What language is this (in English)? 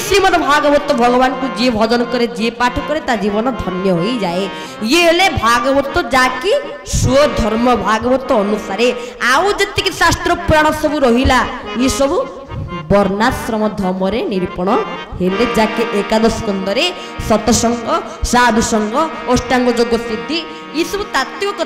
Odia